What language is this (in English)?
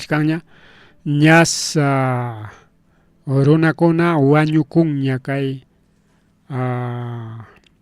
Ayacucho Quechua